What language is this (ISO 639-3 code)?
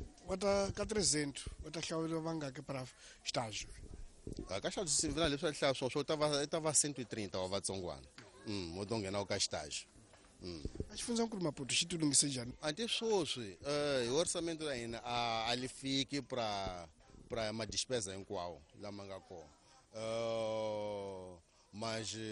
tso